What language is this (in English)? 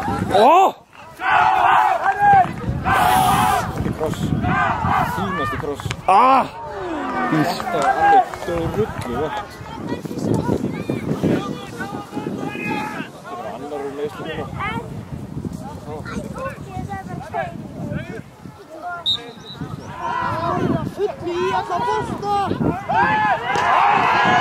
Icelandic